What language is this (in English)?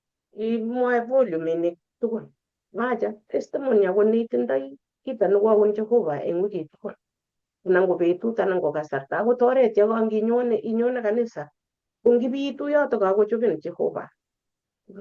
Kalenjin